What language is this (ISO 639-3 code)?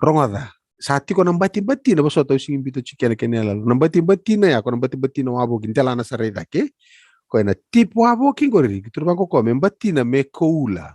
fij